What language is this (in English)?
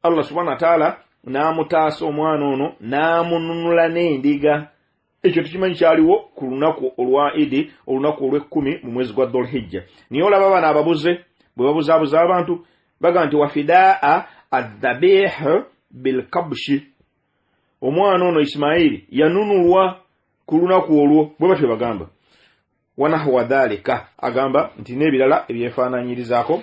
Ganda